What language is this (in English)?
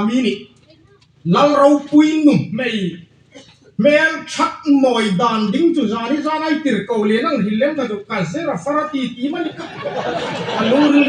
Hmar